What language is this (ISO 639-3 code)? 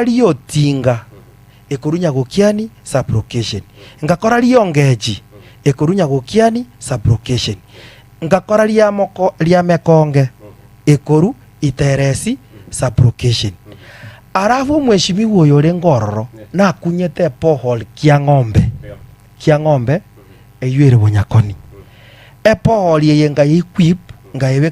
guz